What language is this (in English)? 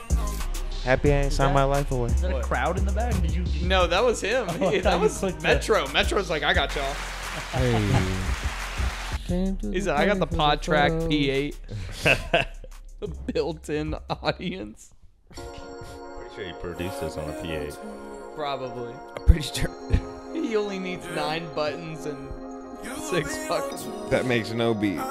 English